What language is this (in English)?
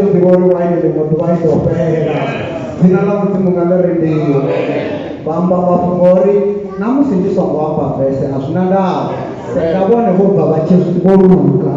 Venda